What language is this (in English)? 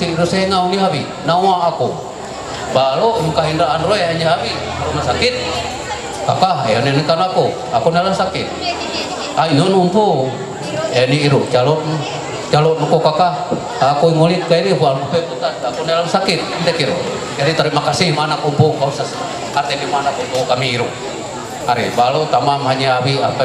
Ma'anyan